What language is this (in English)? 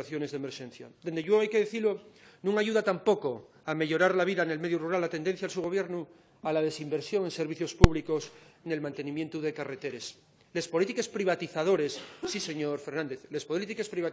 Asturian